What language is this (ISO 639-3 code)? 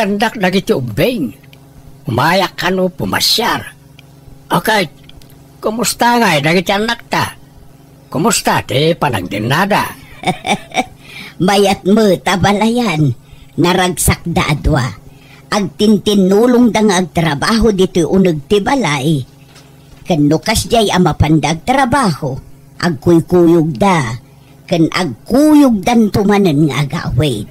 ilo